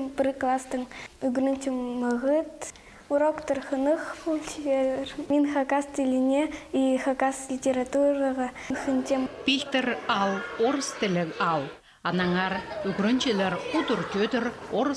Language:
Khakas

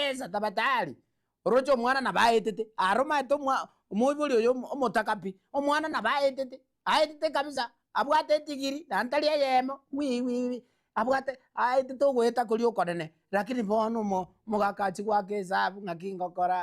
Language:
Gusii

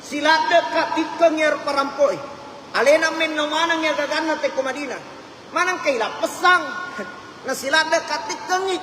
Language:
Buginese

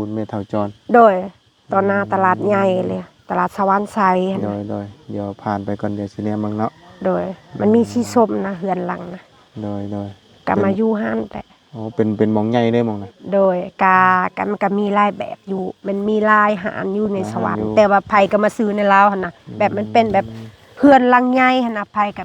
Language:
Lao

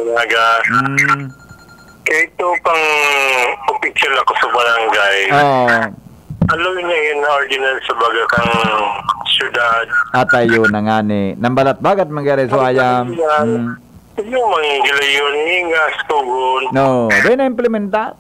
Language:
Bikol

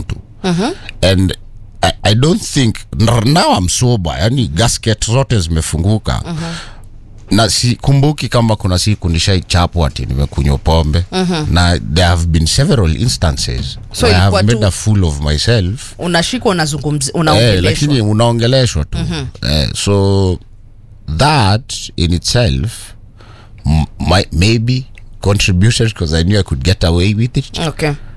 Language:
Swahili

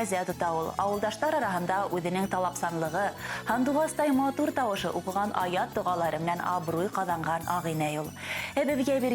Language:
Bashkir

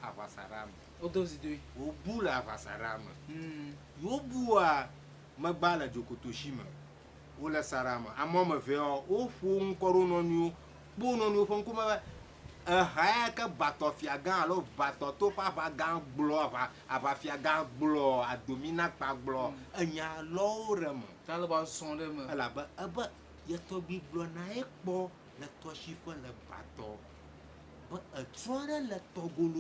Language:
Ewe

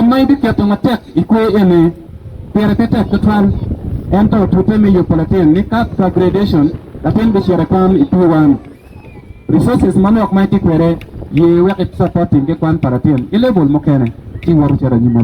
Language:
Acoli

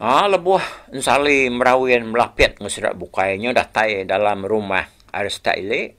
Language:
Iban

